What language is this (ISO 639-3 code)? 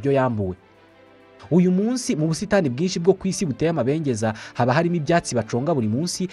kin